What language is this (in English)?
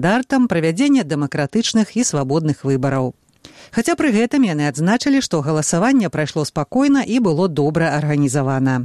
Belarusian